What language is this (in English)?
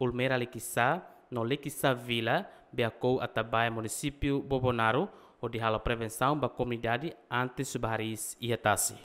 Tetum